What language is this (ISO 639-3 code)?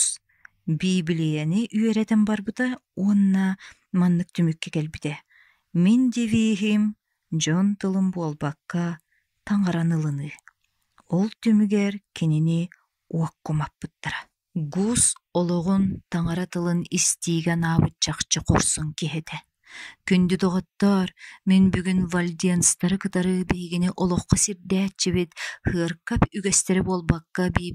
sah